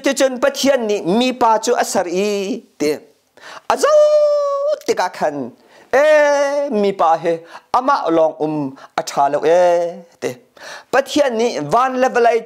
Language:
Hakha Chin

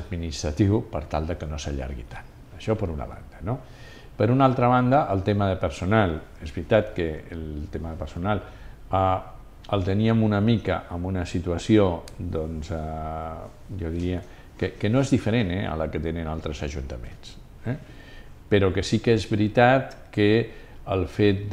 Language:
Catalan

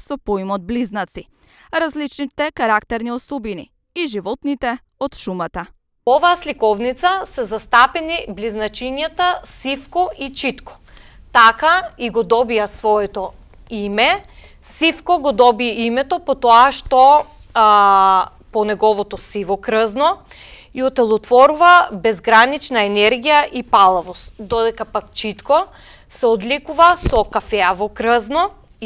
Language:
Macedonian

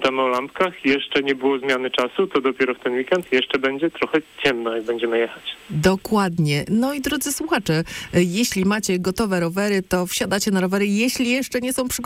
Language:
Polish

